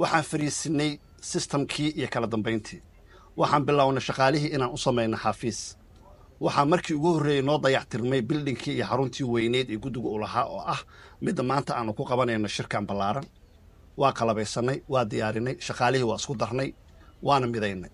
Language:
Somali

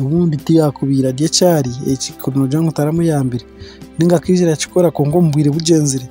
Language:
Nyankole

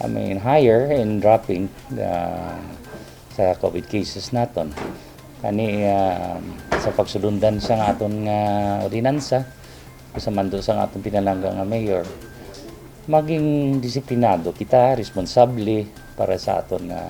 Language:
Hiligaynon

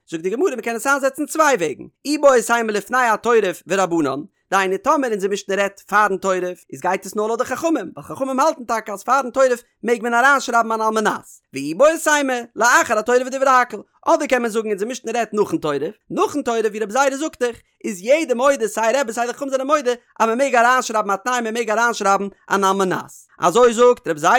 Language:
Yiddish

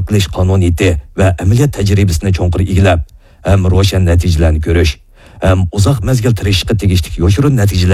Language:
Uyghur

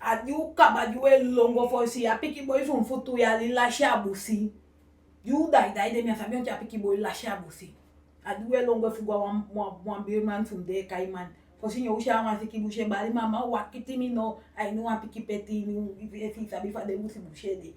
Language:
Eastern Maroon Creole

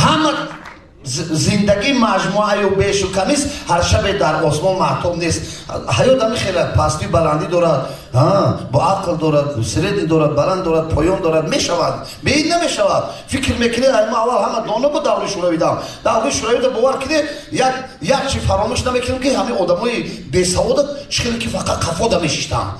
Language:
Tajik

